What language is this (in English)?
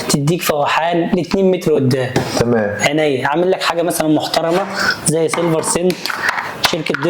Egyptian Arabic